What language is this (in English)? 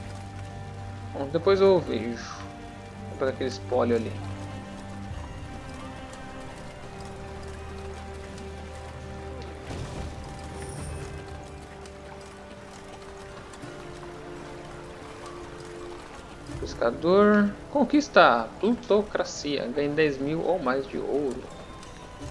Portuguese